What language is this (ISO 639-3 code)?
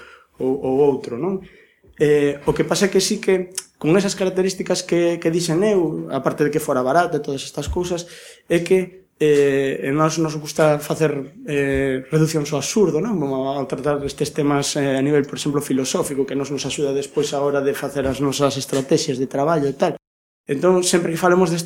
glg